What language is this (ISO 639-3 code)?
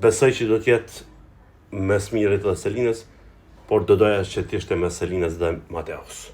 sqi